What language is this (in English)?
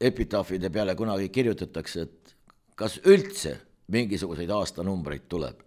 Estonian